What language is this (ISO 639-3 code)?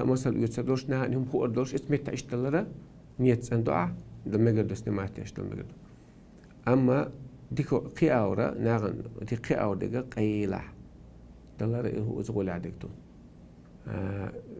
che